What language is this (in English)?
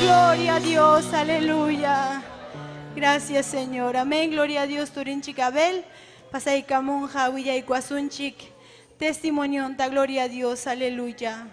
Ayacucho Quechua